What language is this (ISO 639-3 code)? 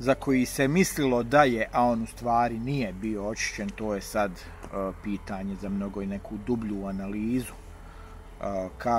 bos